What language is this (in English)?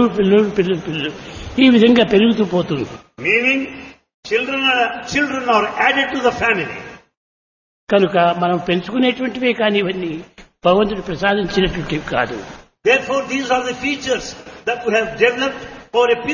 Telugu